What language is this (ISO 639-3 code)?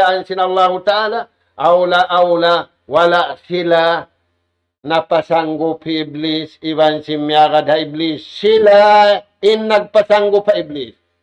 tsg